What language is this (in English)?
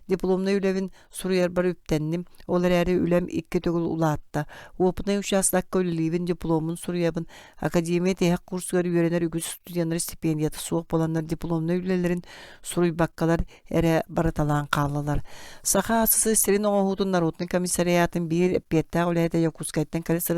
Yakut